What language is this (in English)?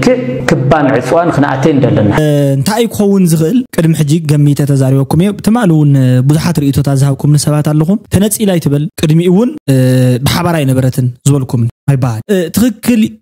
Tigrinya